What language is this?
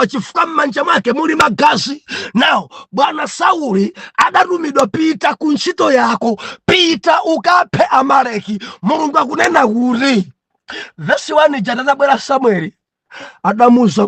Nyanja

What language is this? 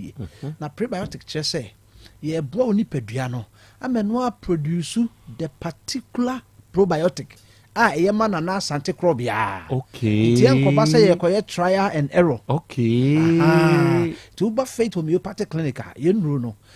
Akan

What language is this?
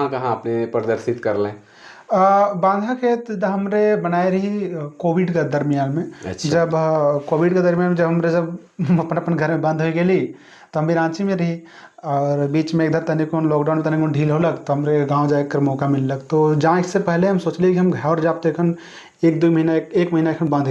Sadri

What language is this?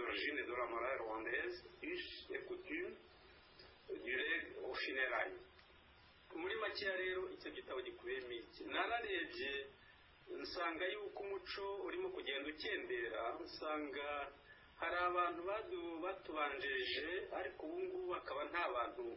Kinyarwanda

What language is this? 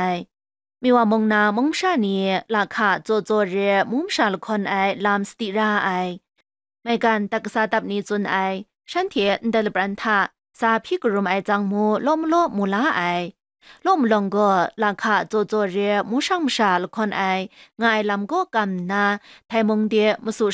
Kachin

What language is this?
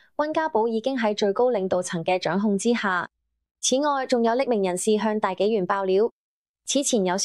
Cantonese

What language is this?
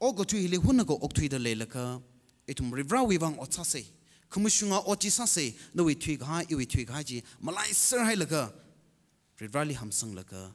Tangkhul Naga (India)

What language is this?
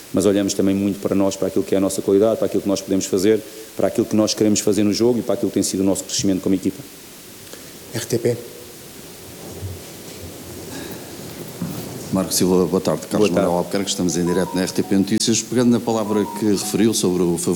Portuguese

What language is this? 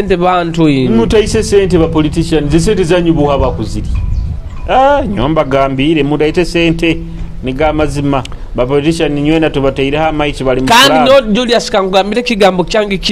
Nyoro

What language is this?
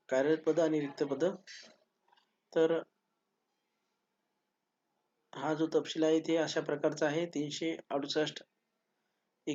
Marathi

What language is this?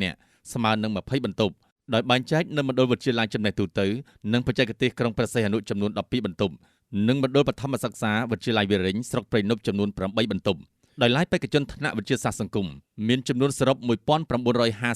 Khmer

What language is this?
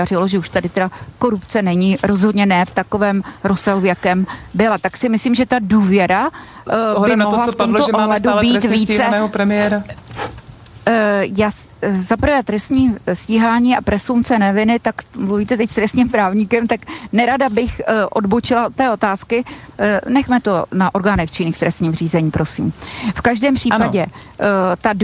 Czech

